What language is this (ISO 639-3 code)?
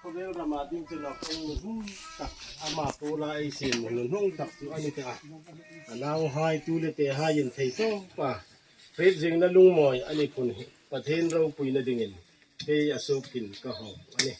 hmr